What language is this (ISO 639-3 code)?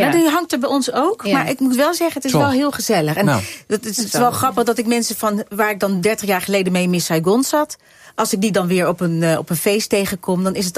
nld